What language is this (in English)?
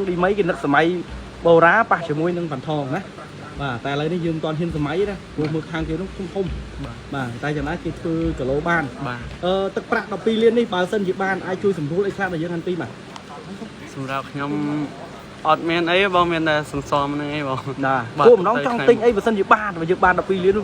Khmer